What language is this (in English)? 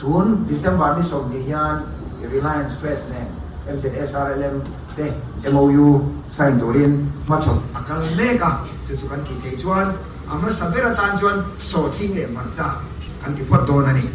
Mizo